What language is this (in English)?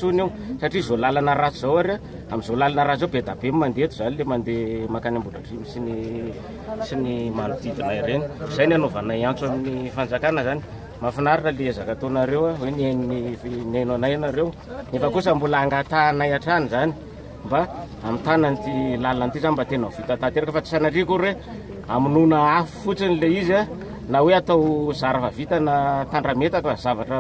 Malagasy